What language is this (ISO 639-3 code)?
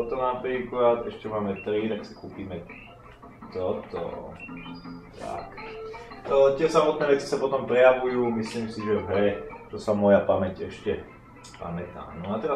slk